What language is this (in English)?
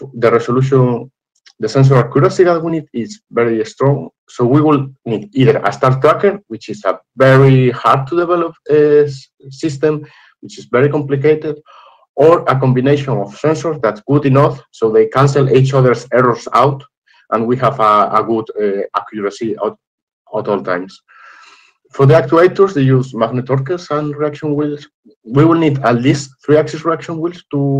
English